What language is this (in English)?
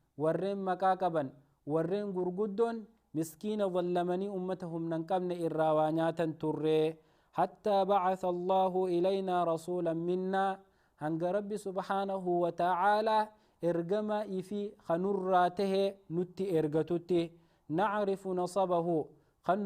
Oromo